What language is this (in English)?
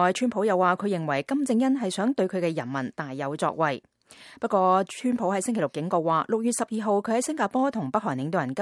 Cantonese